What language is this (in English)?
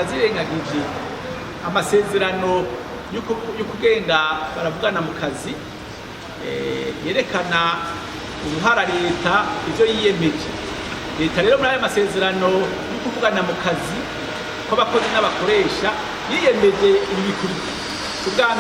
Rundi